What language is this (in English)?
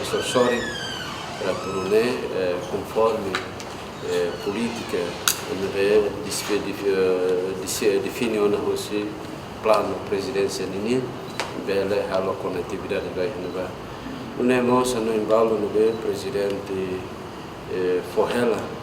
Tetum